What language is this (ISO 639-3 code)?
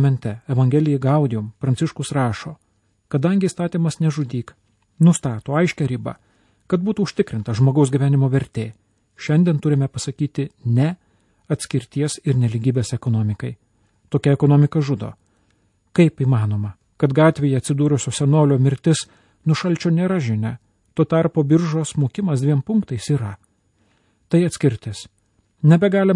lit